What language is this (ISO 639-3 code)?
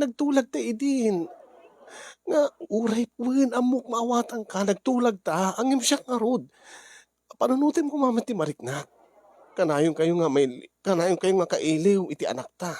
ilo